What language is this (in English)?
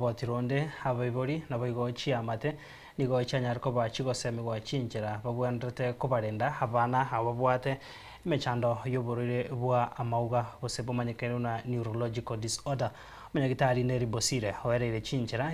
Gusii